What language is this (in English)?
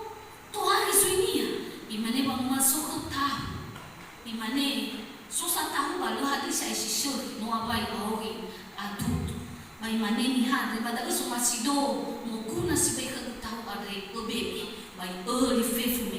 Nias